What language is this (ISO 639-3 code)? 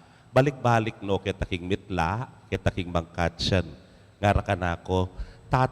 pam